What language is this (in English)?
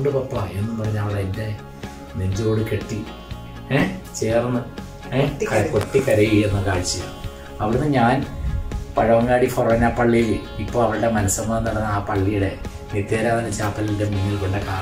Malayalam